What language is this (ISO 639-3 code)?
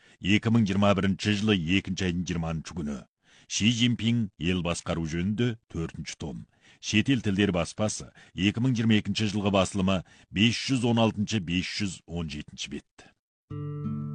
kaz